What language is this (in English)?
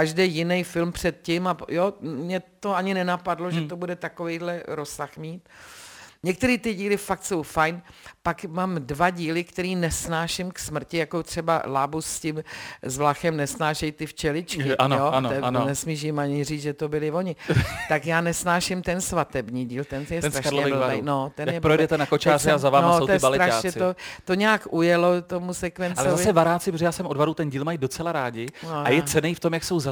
Czech